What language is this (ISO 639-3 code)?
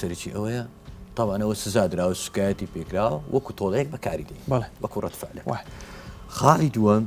ckb